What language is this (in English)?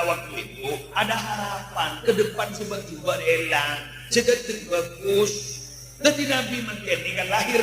Madurese